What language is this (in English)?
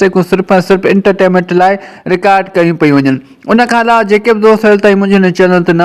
Sindhi